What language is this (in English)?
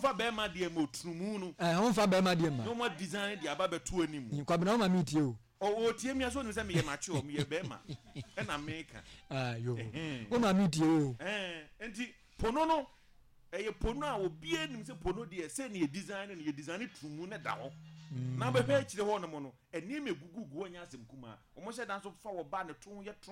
Akan